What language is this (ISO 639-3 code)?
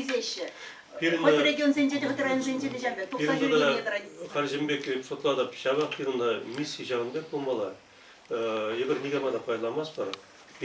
chv